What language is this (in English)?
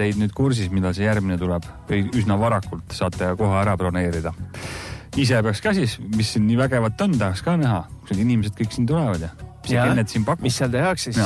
Estonian